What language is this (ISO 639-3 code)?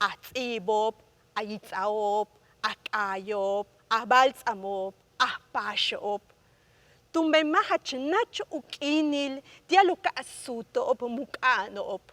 yua